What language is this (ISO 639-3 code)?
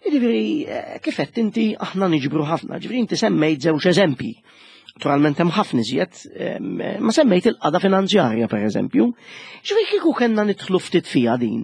mlt